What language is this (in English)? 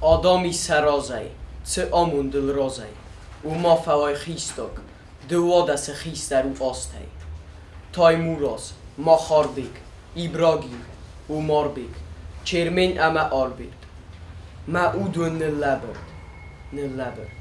Ossetic